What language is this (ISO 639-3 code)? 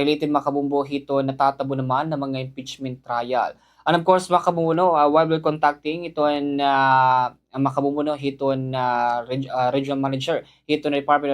war